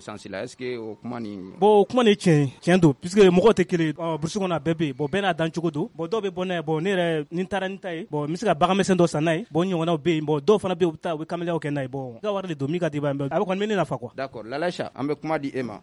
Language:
Bambara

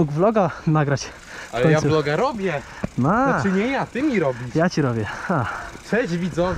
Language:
Polish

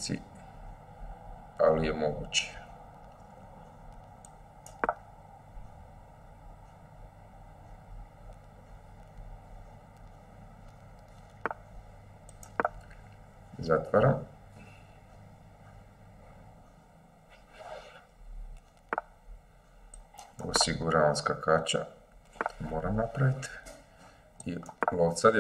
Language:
Croatian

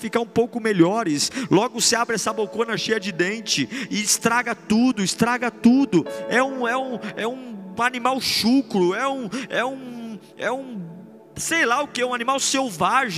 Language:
Portuguese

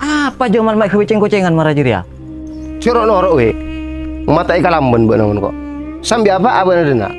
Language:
Madurese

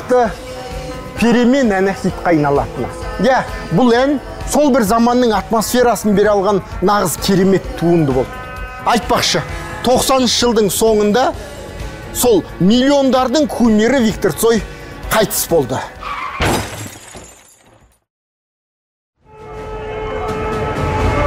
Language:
Kazakh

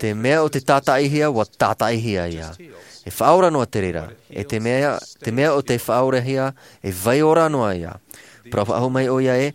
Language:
Tahitian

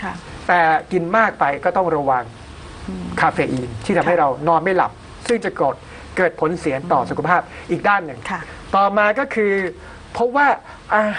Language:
Thai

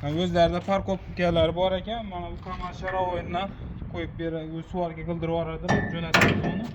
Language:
Uzbek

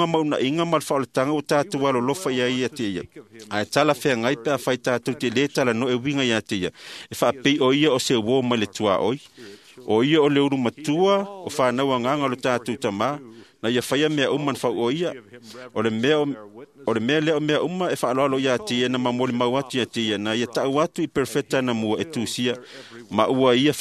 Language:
Samoan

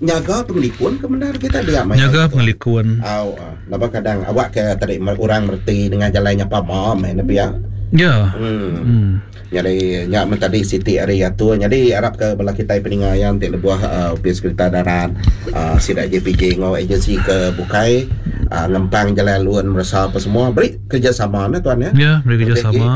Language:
Iban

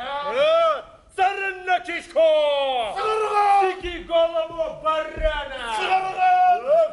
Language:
Bashkir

